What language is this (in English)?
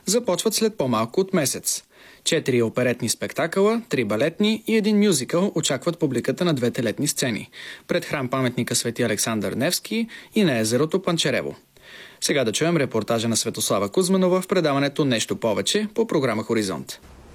Bulgarian